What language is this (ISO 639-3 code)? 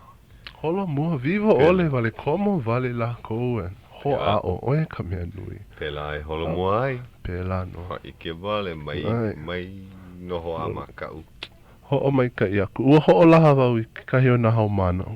haw